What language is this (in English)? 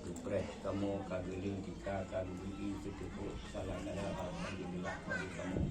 Achinese